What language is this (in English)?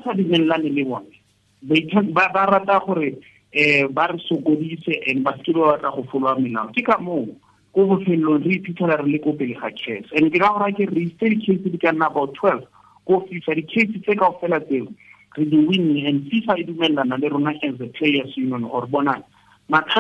Tswana